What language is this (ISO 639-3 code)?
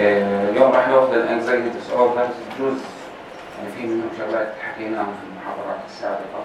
apc